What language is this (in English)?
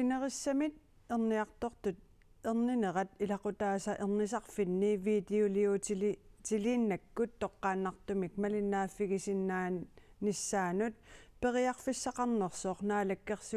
Kalaallisut